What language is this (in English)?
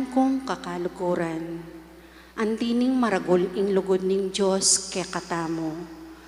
Pampanga